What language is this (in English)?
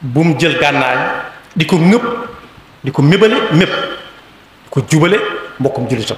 Wolof